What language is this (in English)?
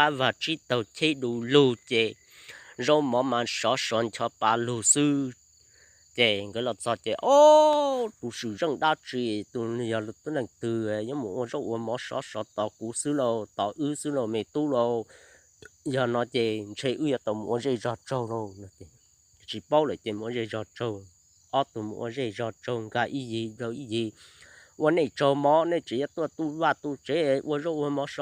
Hmong